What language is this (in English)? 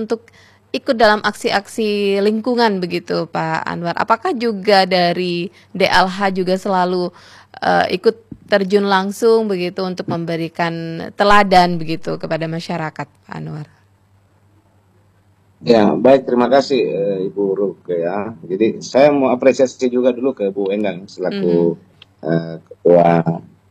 Indonesian